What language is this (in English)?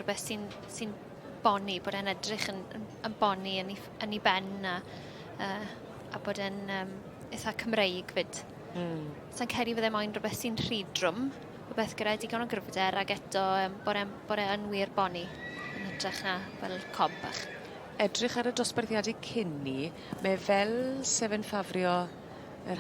Welsh